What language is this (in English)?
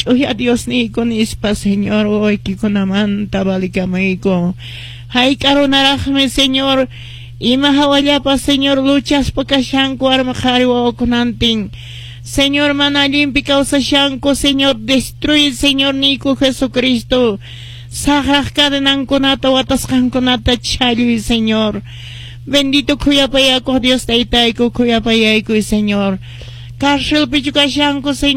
Quechua